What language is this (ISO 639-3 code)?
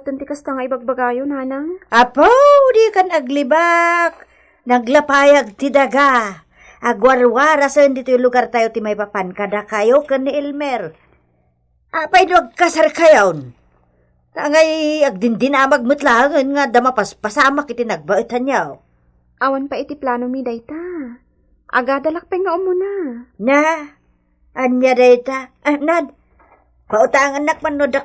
ilo